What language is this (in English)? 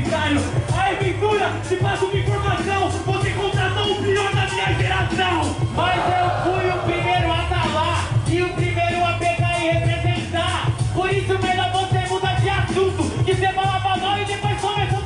Portuguese